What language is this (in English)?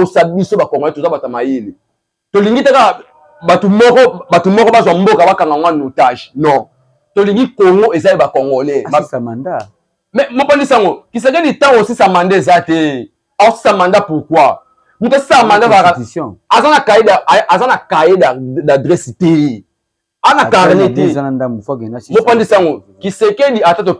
Lingala